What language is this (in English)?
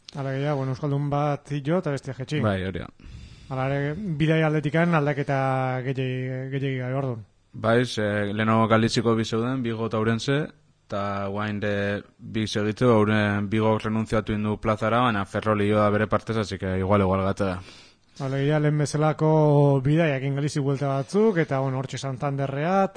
Basque